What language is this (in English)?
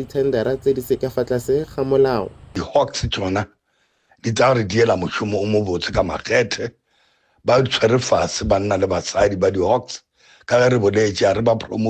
Northern Sotho